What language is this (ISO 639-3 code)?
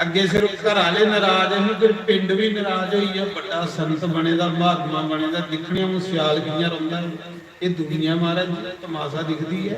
doi